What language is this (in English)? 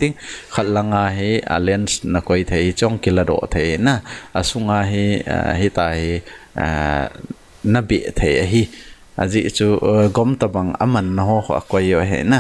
Thado Chin